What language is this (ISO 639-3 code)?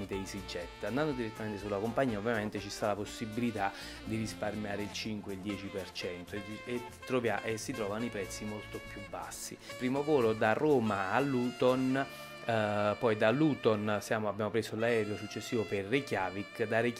ita